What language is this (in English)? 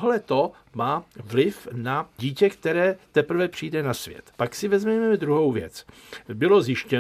Czech